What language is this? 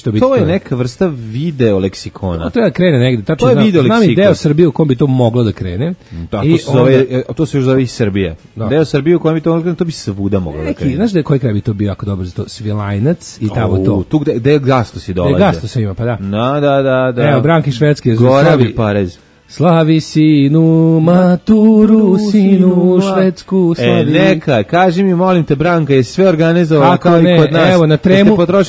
Serbian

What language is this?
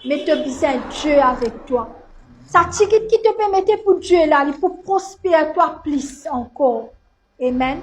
Morisyen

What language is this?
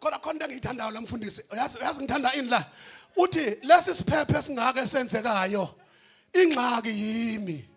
Zulu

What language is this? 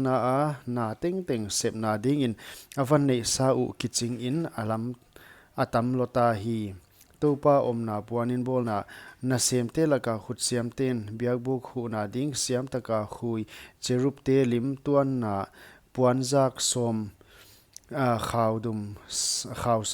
Paite Chin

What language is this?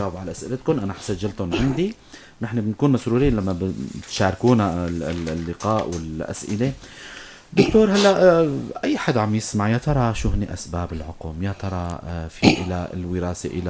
North Levantine Arabic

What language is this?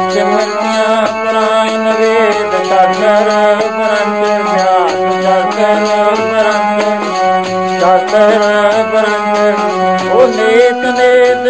Punjabi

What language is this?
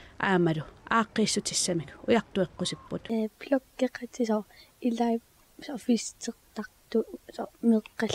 Kalaallisut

